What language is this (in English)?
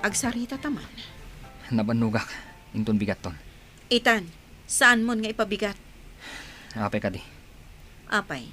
Iloko